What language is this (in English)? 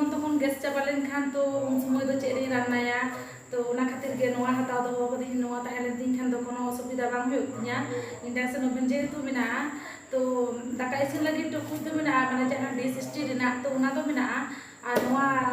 Santali